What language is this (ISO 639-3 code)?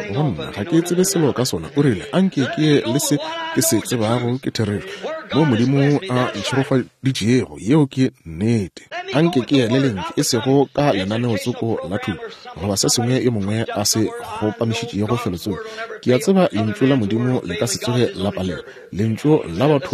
nso